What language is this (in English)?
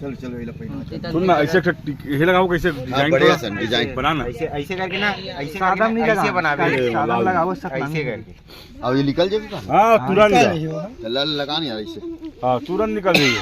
Chhattisgarhi